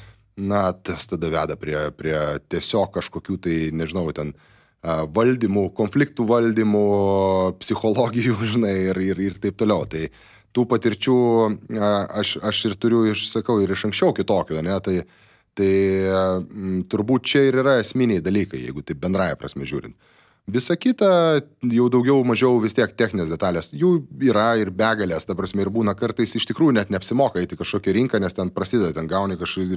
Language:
Lithuanian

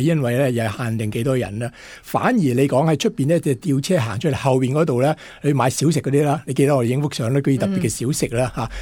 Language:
Cantonese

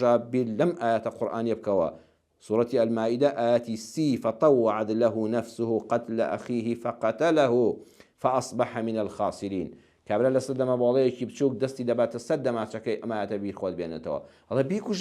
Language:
Central Kurdish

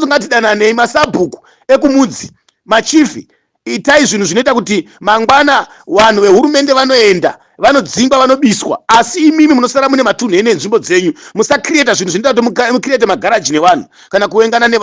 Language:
Shona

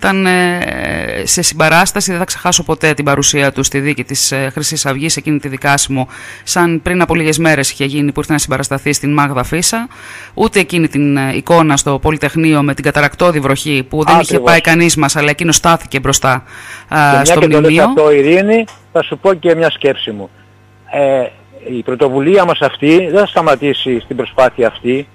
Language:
Greek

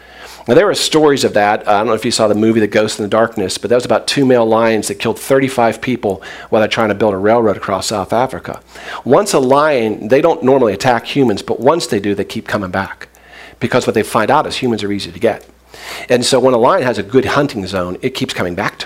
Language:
English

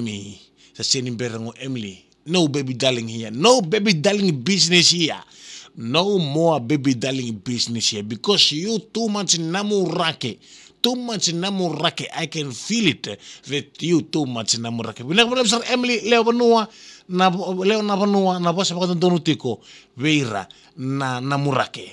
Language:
Fijian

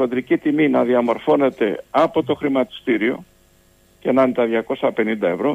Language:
Greek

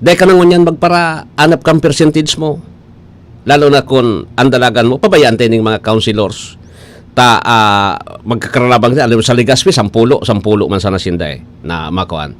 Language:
Bikol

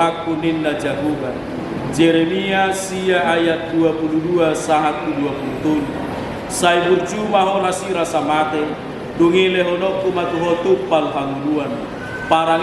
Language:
Batak Toba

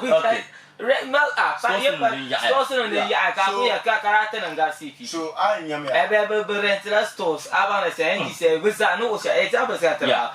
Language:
Dagbani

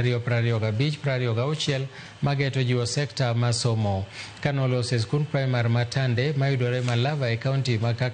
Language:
Luo (Kenya and Tanzania)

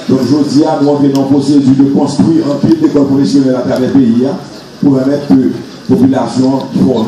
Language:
Haitian Creole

